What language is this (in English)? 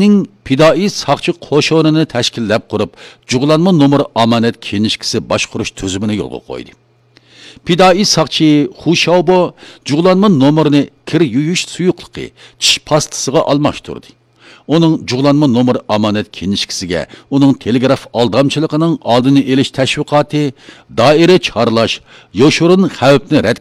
Uyghur